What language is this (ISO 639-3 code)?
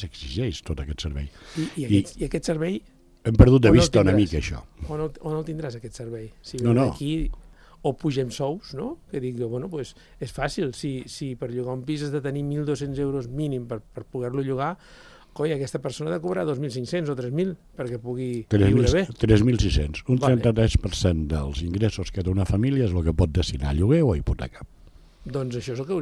cat